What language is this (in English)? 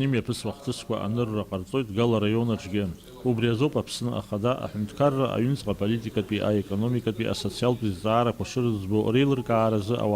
Abkhazian